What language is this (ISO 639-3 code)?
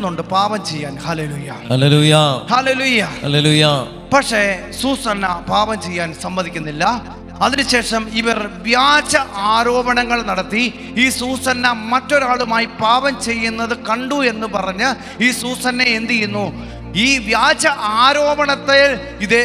mal